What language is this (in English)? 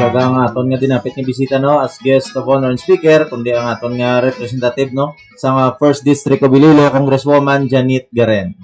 Hiligaynon